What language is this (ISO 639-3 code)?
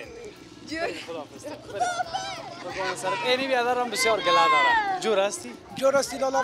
fas